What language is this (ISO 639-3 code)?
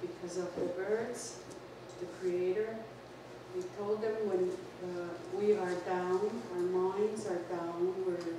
moh